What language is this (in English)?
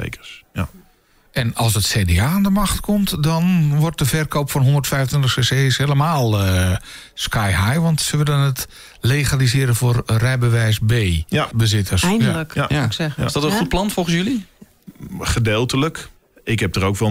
Dutch